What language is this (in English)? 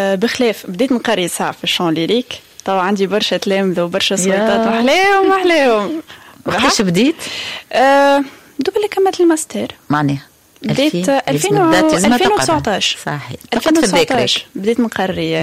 Tunisian Arabic